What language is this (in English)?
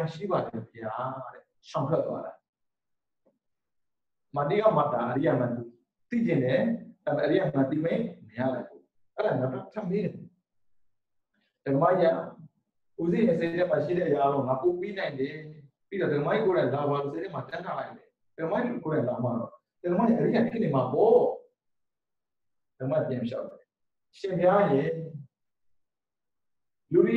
Burmese